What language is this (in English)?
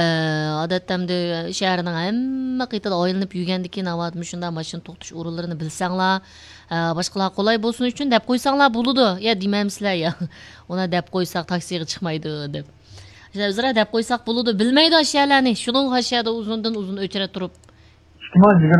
Uyghur